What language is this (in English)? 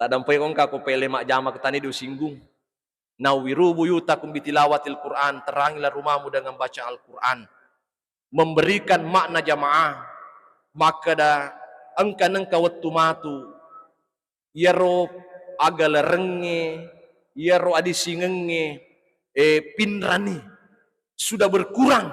Buginese